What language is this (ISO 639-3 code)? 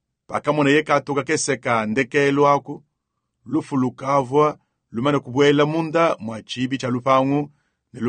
lua